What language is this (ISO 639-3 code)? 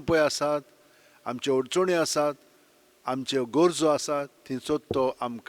kok